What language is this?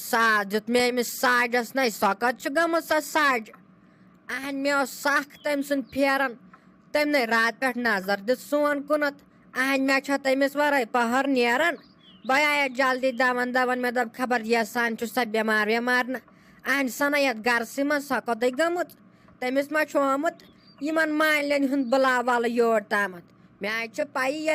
Kashmiri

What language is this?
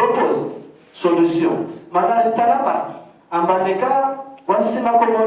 Ngazidja Comorian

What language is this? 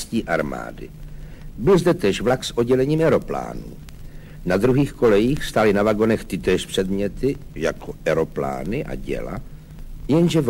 Czech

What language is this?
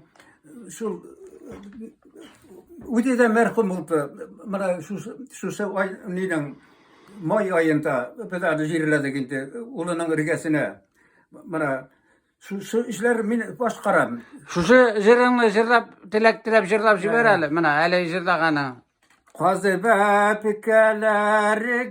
Tatar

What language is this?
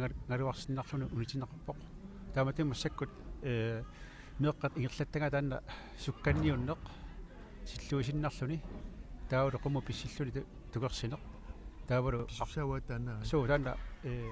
Kalaallisut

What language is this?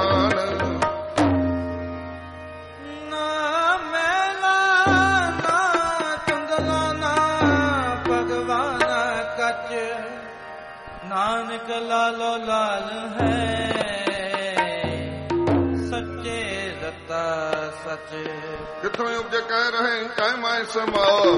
Punjabi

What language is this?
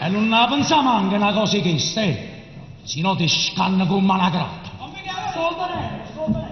Neapolitan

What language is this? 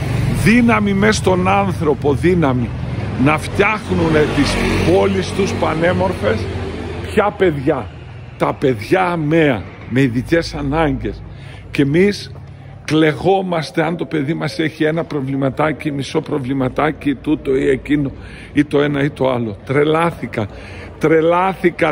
Greek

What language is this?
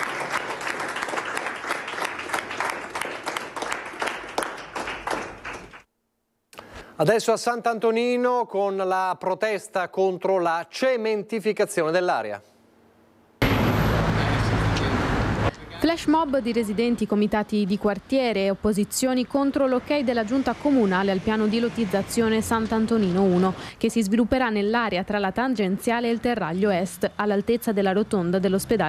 Italian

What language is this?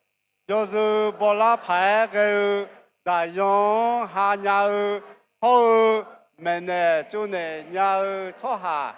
Akha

